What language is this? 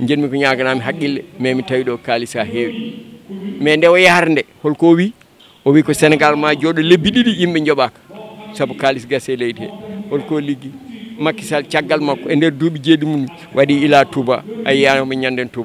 Fula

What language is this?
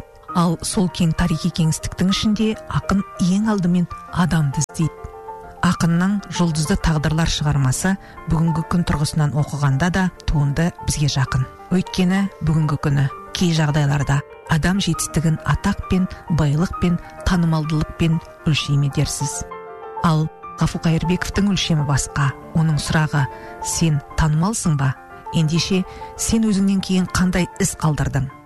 Kazakh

